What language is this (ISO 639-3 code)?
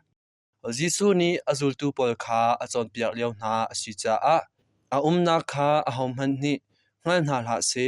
cnh